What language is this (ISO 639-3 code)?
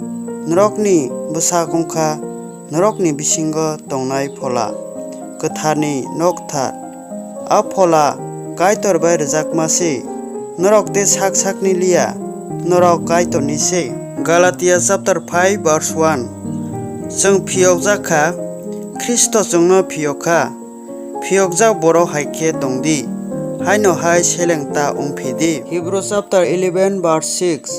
trp